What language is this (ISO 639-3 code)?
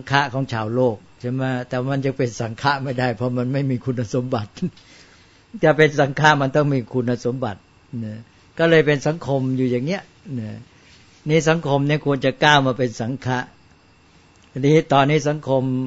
tha